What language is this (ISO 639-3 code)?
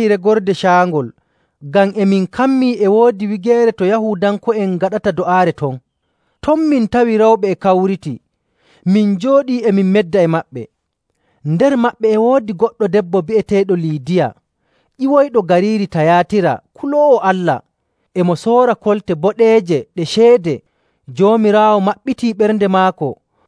fuv